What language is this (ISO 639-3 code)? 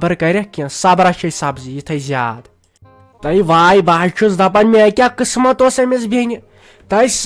kas